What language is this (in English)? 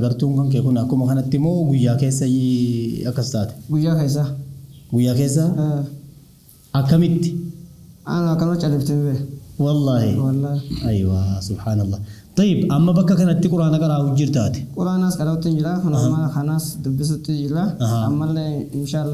Oromo